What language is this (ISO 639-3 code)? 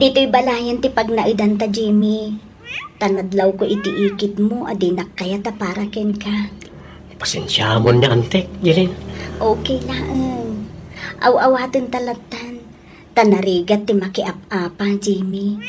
ilo